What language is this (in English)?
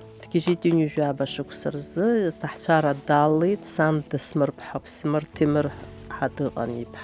Abkhazian